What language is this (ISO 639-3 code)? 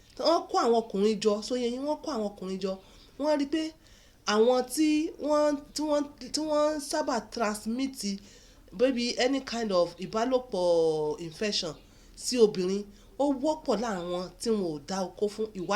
yor